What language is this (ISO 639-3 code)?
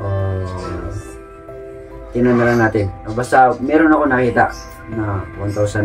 fil